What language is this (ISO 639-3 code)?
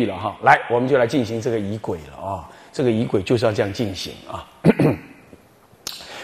zho